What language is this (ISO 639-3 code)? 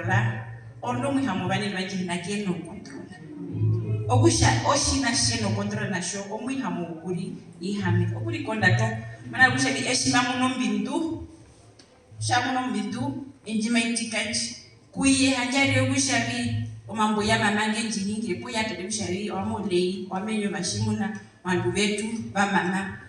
her